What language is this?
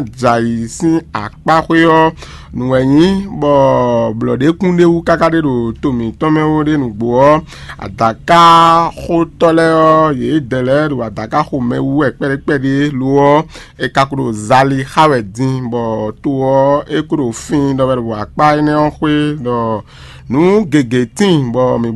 Fon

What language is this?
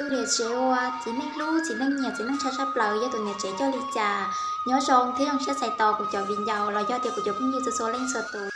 Hmong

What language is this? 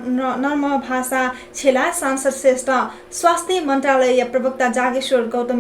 Newari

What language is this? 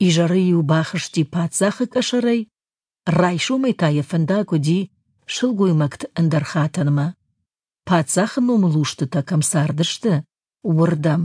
Ossetic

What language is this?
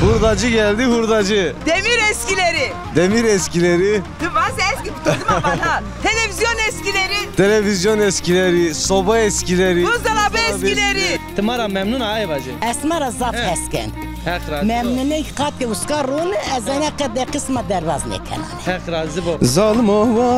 Zaza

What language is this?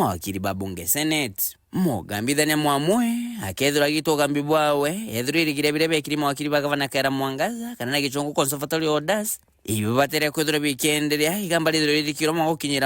Meru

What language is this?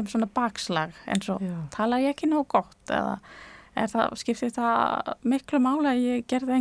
Icelandic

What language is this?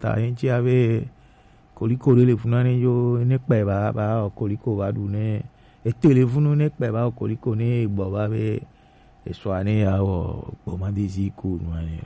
Gen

